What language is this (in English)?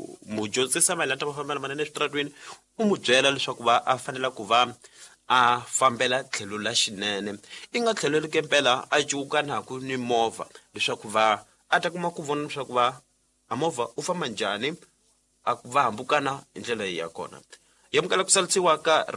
Tsonga